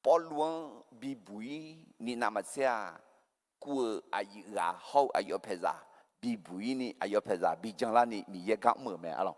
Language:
Akha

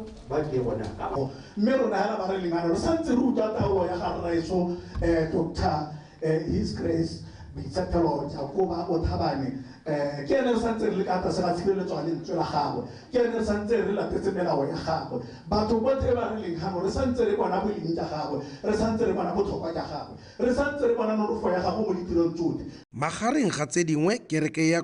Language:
Tswana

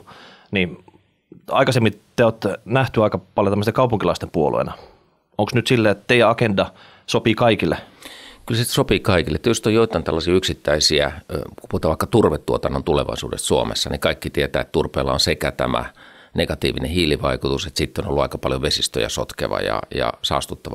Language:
Finnish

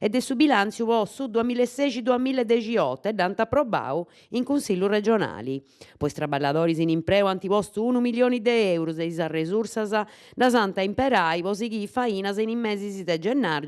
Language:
Sardinian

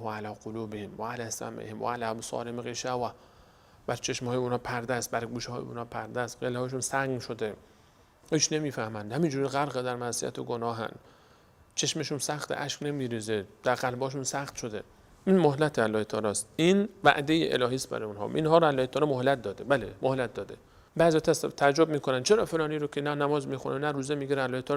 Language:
Persian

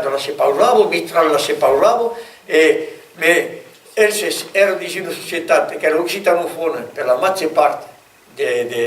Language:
Occitan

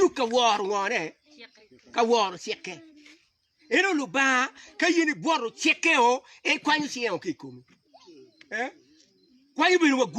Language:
Acoli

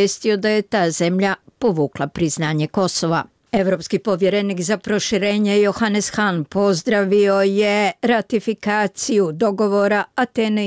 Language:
Bosnian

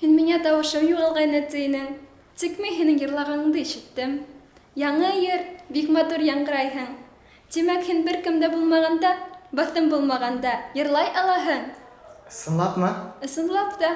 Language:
Bashkir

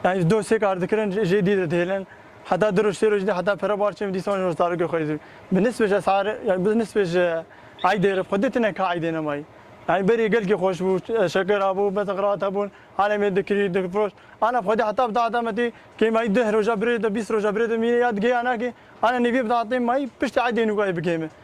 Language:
Kurdish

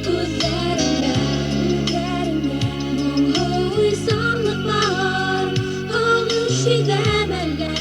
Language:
Bashkir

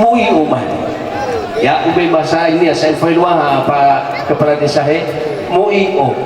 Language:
Nias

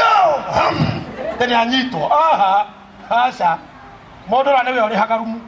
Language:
Kikuyu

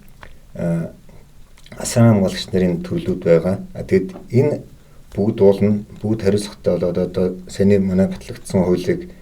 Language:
Mongolian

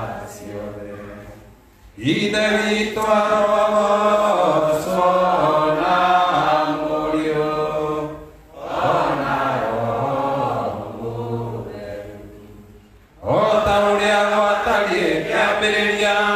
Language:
Kikuyu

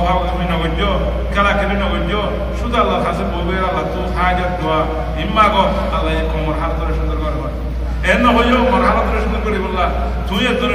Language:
Rohingya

